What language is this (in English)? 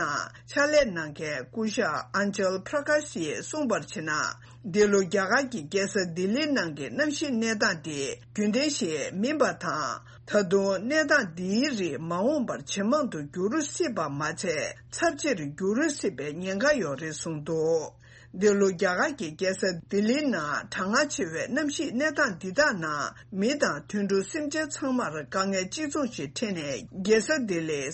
Tibetan